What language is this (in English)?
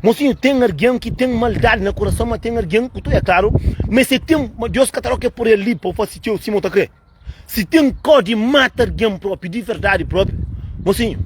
Kabuverdianu